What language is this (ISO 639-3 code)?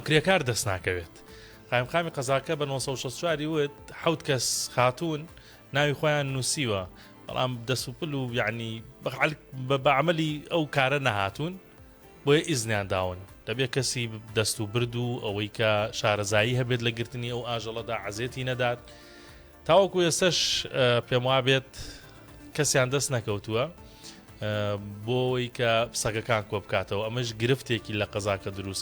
ckb